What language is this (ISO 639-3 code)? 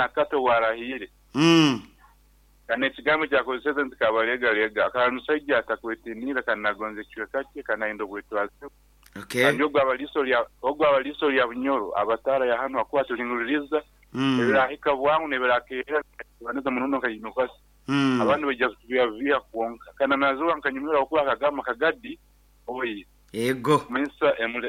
nyo